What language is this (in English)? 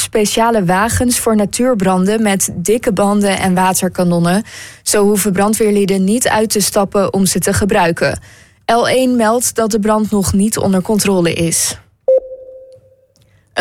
Dutch